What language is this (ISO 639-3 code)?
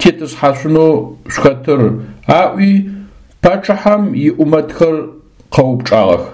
ady